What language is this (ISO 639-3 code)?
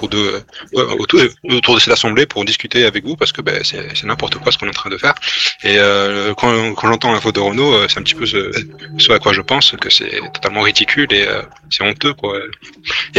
fra